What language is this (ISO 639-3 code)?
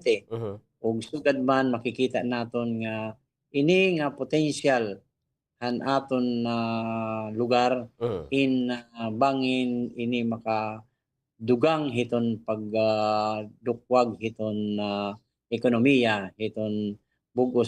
war